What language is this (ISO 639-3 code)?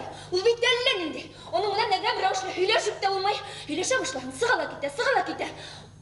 bak